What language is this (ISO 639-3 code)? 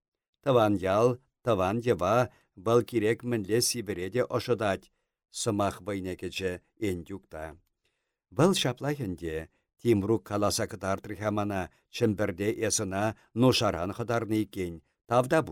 chv